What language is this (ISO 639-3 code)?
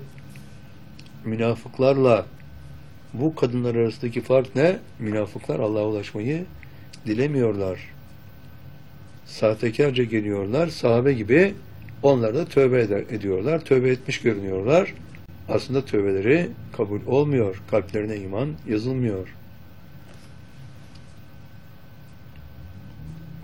tur